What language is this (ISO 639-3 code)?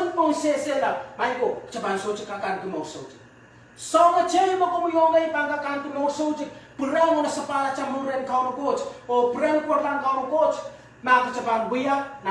pon